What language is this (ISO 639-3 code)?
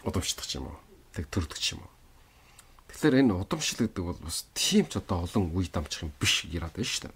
mon